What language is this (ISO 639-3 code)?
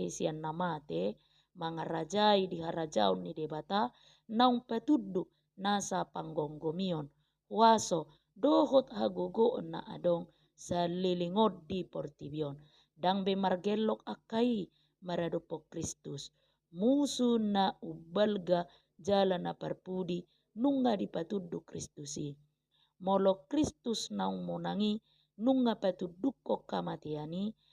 bbc